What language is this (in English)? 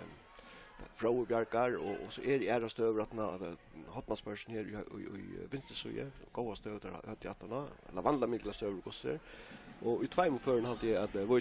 Faroese